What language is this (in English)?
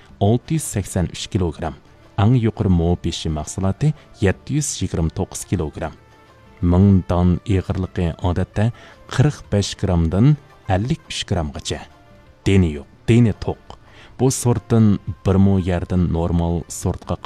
Uyghur